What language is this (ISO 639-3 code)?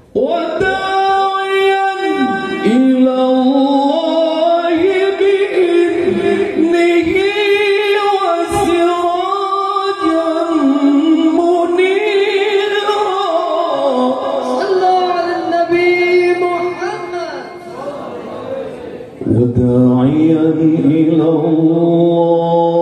ara